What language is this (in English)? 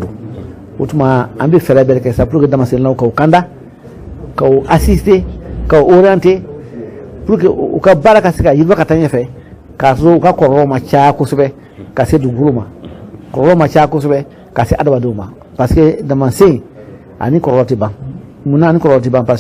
Bambara